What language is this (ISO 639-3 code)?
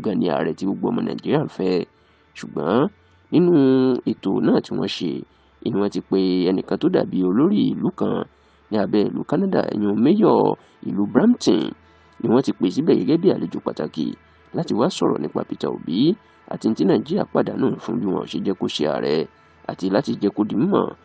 yor